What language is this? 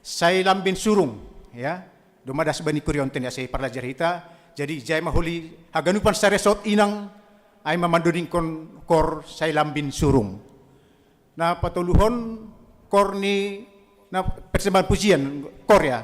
Batak Simalungun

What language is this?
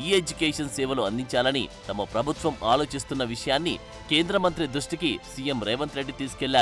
Telugu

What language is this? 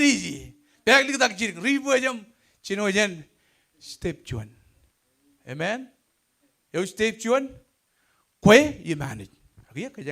Marshallese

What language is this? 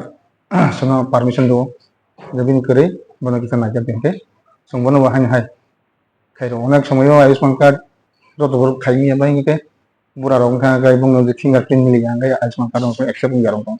Kok Borok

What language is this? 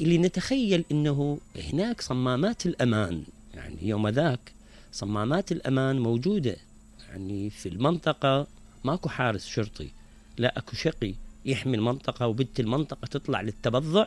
Mesopotamian Arabic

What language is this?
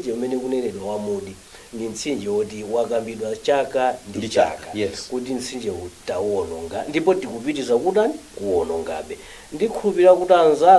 Nyanja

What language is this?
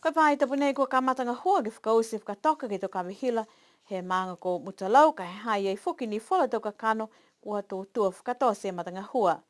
Niuean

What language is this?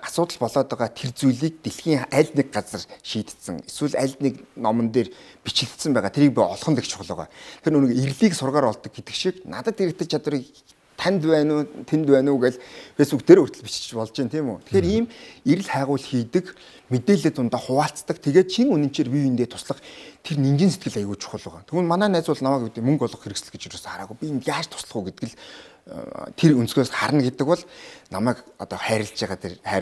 Mongolian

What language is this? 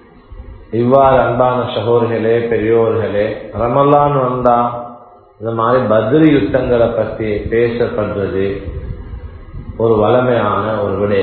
Tamil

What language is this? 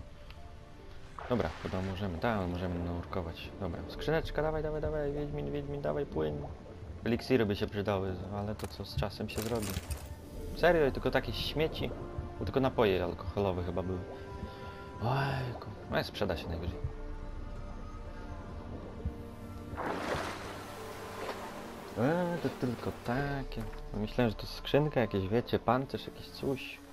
Polish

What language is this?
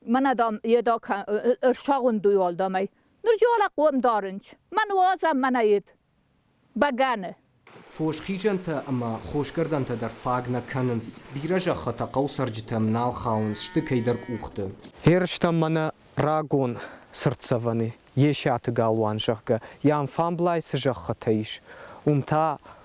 Ossetic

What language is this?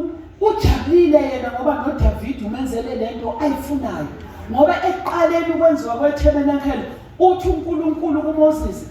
Zulu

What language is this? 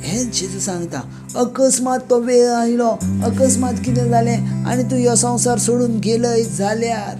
Konkani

